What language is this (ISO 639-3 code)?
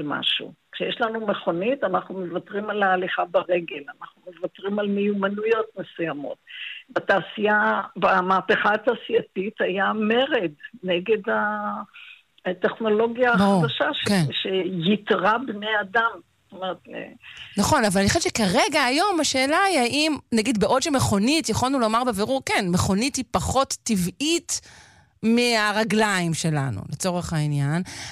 heb